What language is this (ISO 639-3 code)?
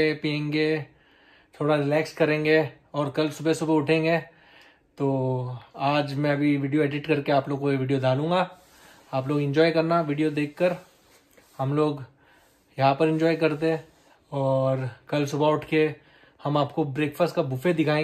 hin